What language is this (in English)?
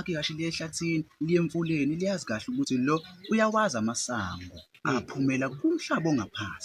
Zulu